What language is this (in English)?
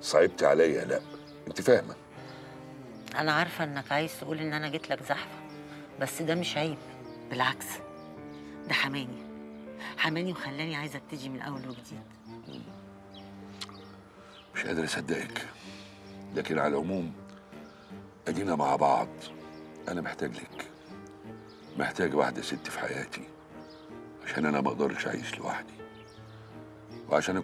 Egyptian Arabic